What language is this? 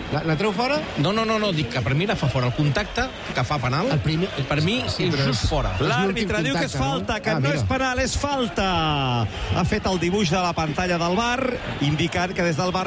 Catalan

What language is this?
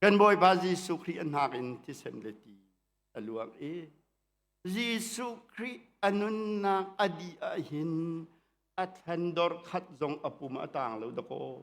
Hakha Chin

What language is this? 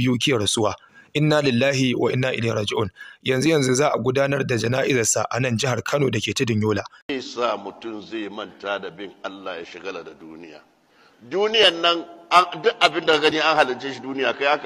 Hausa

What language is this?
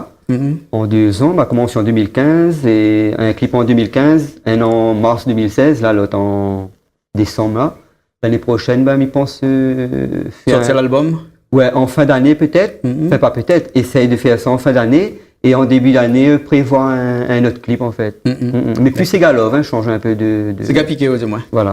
Réunion Creole French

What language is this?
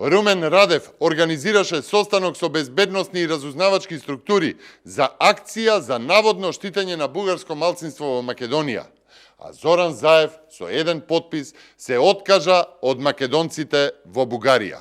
Macedonian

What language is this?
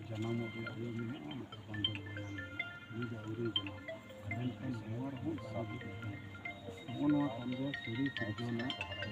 Santali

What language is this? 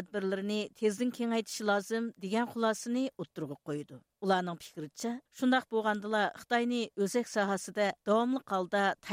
Uyghur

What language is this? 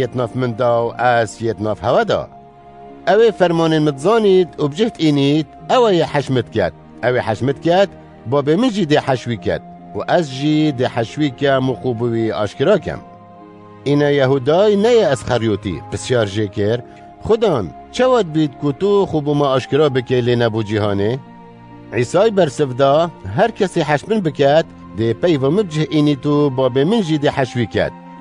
Kurdish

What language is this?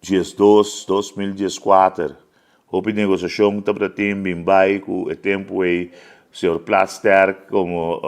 Papiamento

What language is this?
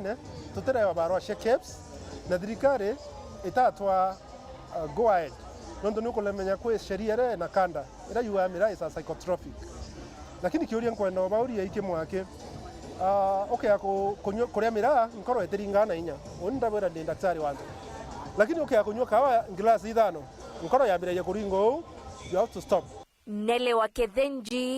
Meru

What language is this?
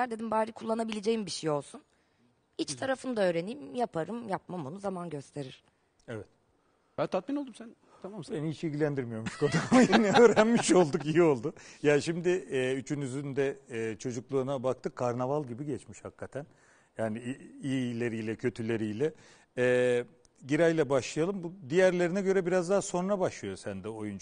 Turkish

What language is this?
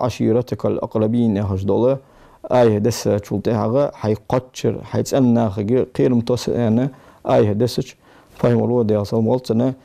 Ingush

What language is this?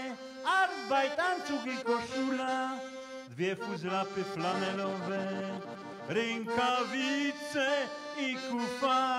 Silesian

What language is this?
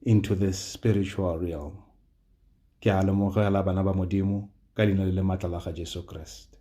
Tswana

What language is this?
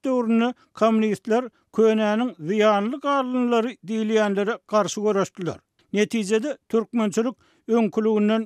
Turkmen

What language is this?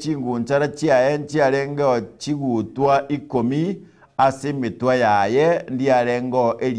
Gusii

